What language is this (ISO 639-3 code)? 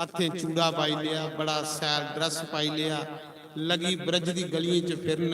doi